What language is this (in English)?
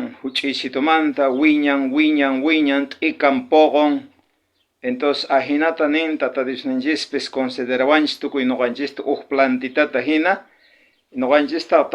South Bolivian Quechua